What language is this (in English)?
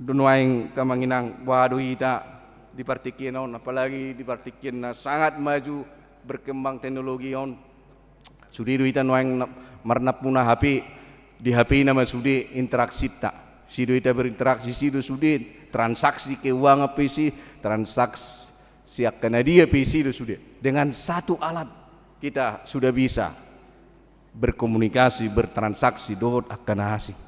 Batak Toba